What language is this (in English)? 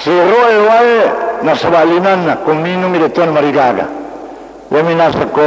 Buginese